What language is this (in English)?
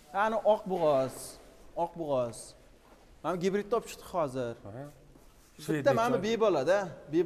Uzbek